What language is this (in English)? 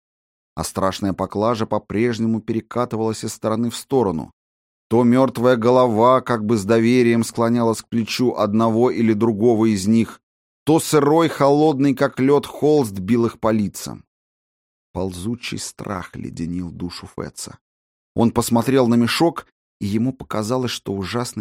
Russian